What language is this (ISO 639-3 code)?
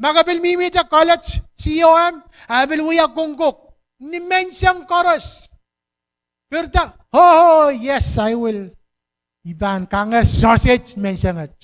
pon